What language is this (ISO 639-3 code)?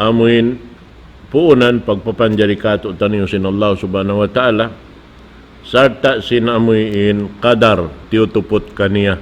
tsg